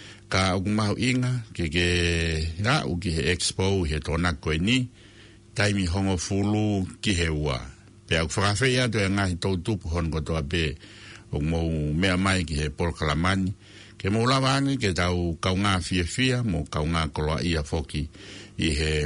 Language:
Tongan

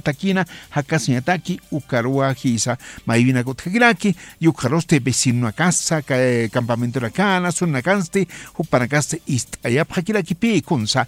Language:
Aymara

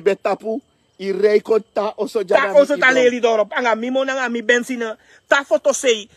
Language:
Sranan Tongo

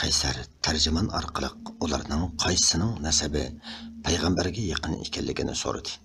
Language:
Uyghur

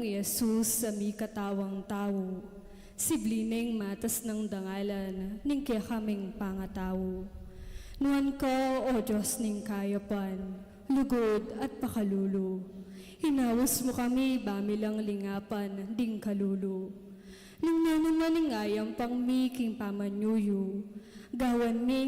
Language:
Pampanga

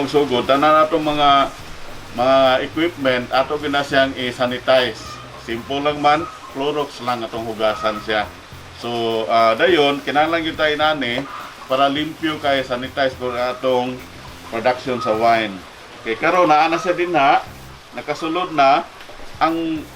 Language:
Cebuano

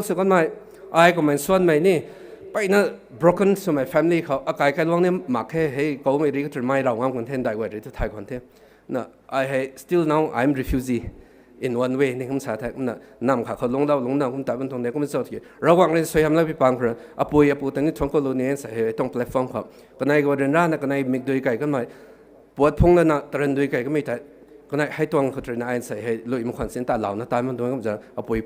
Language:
Rongmei Naga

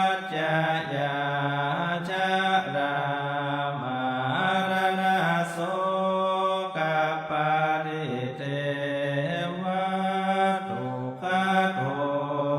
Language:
Pali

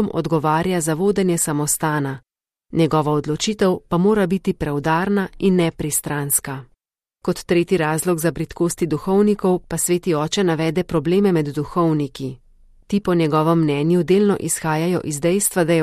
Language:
Slovenian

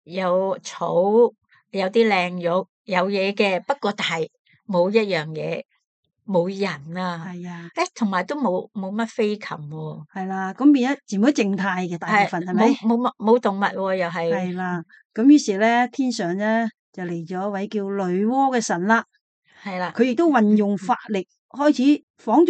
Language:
Cantonese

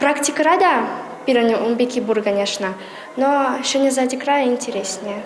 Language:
Chuvash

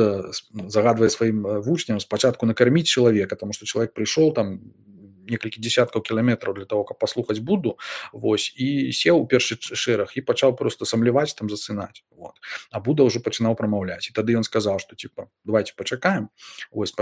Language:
Belarusian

